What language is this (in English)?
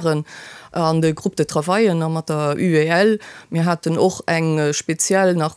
Luxembourgish